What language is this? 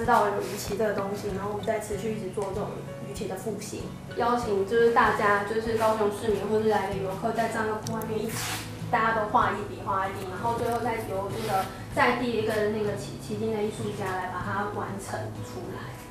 Chinese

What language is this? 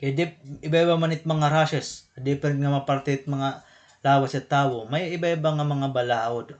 Waray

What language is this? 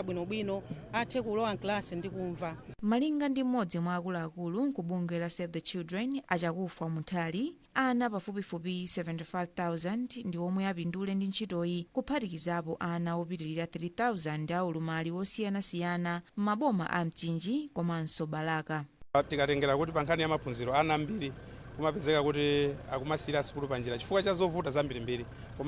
Nyanja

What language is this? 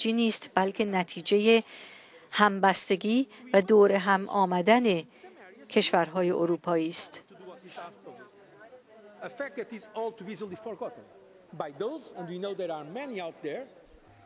Persian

